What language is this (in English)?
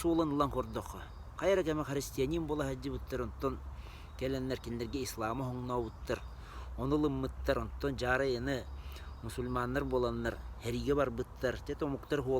Yakut